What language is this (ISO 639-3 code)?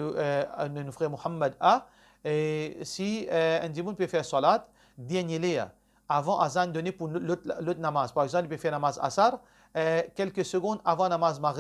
mfe